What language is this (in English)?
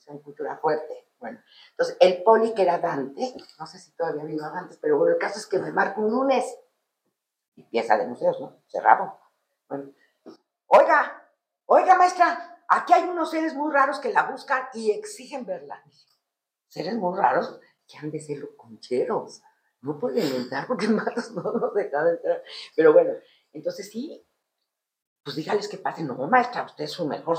Spanish